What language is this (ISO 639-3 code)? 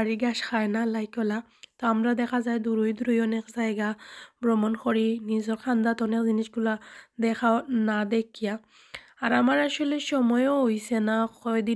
syl